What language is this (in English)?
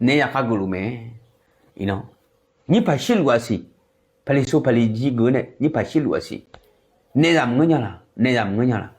Akha